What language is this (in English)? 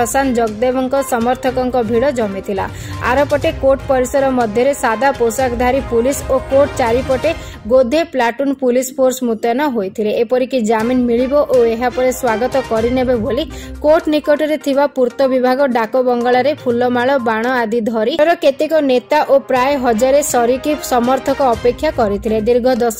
Odia